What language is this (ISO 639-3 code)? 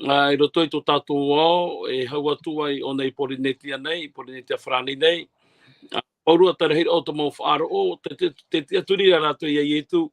tah